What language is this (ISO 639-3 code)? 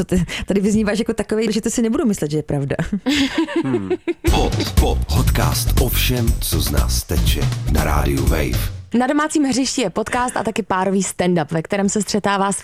ces